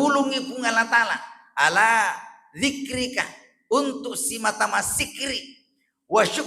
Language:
Buginese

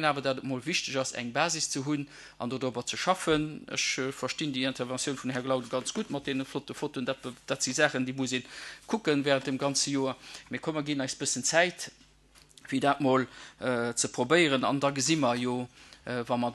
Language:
Luxembourgish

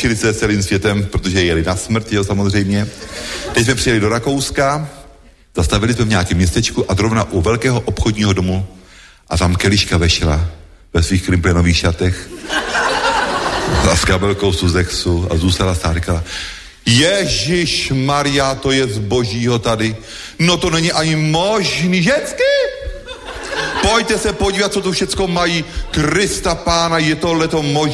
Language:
Czech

